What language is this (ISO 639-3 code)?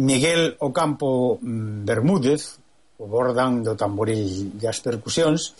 glg